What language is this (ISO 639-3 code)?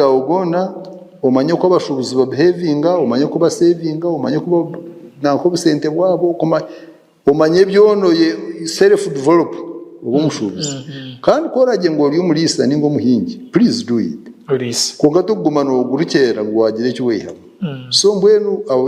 nyn